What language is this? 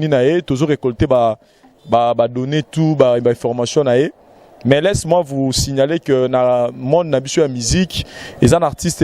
Lingala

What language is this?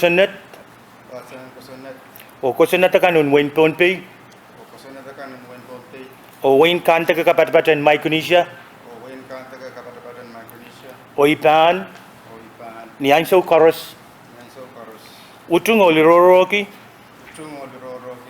Pohnpeian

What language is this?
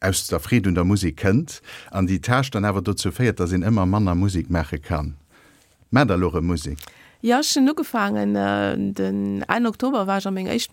Luxembourgish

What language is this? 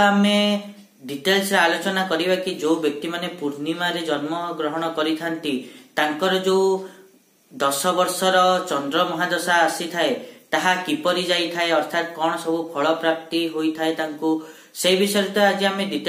Odia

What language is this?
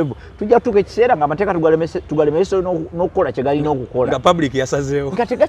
Ganda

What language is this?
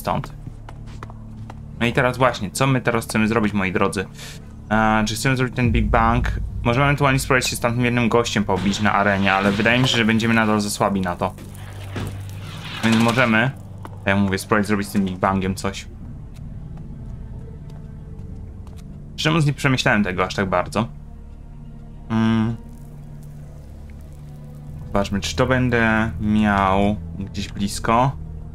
Polish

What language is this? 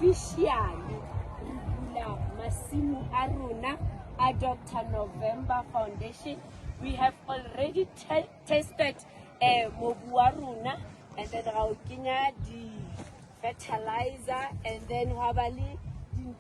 Southern Sotho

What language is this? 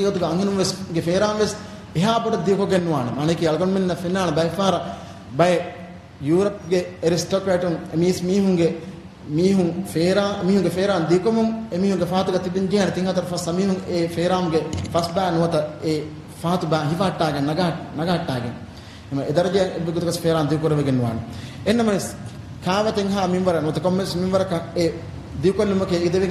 Divehi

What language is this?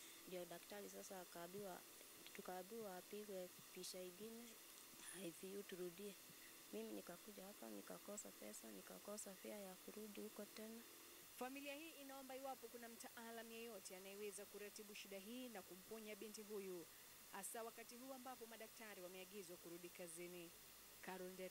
Swahili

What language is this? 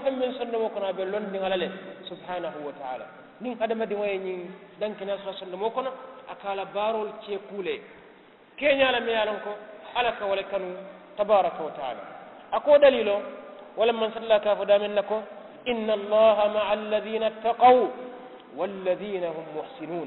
Mandingo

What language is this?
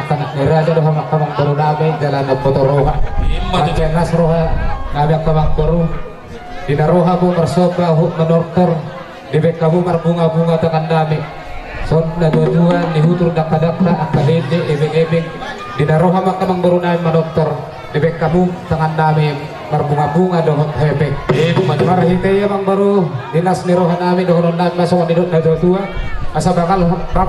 Batak Toba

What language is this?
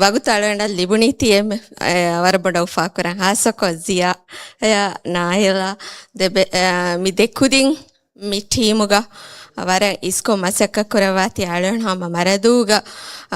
Divehi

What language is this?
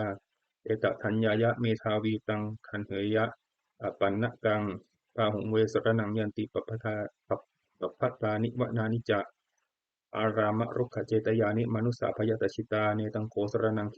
Pali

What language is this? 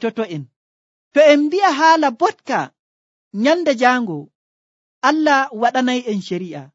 Nigerian Fulfulde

